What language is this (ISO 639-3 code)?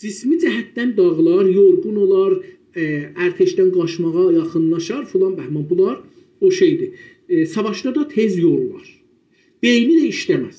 azb